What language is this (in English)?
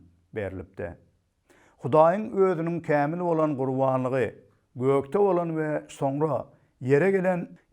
Turkmen